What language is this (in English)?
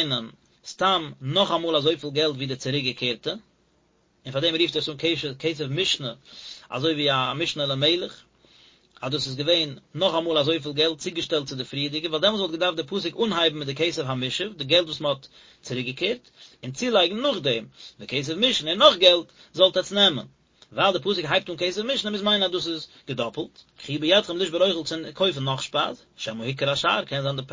Yiddish